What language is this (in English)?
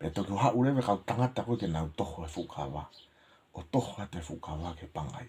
Tongan